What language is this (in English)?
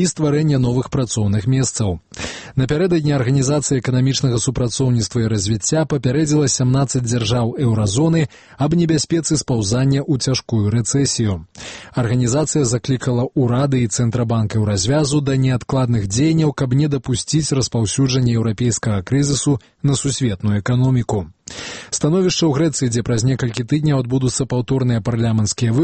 Belarusian